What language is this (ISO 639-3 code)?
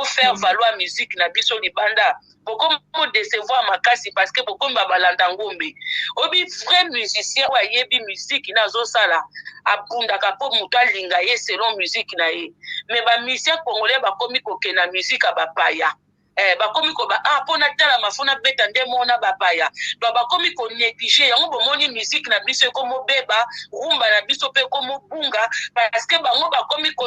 lin